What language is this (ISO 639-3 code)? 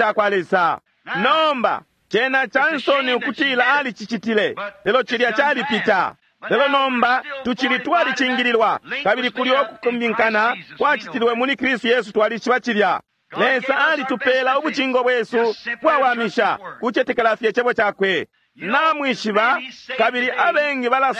bem